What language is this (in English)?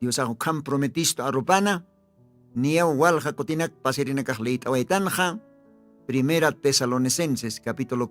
Aymara